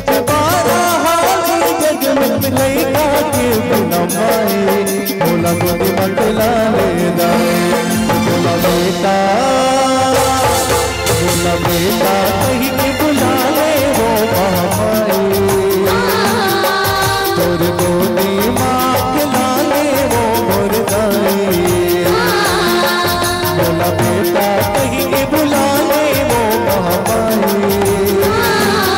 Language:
Chhattisgarhi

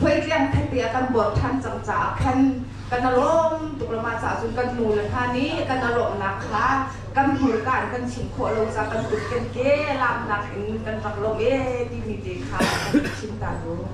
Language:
Hakha Chin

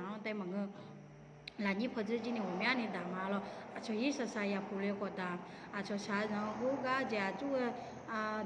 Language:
Akha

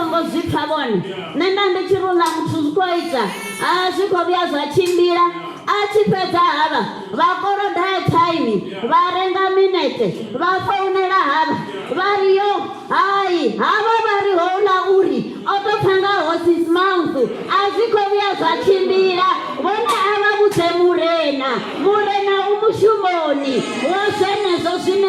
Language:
Venda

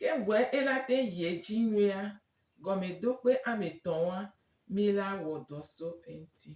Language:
Gen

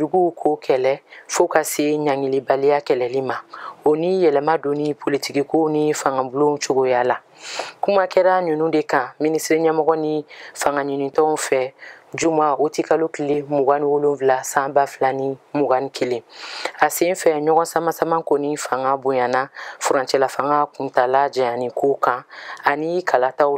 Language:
Bambara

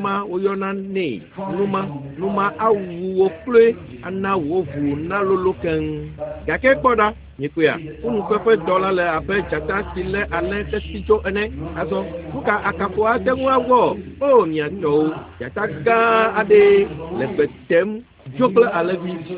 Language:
Ewe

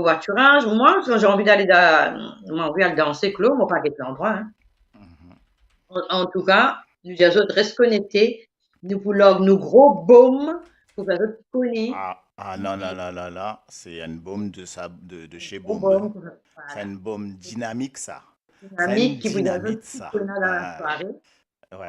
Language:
Morisyen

